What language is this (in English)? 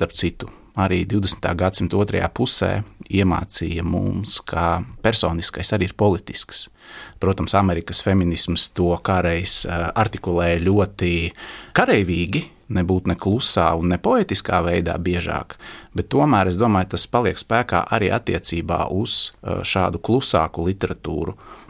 Latvian